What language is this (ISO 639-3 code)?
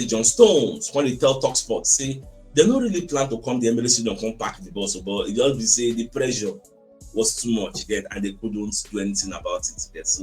pcm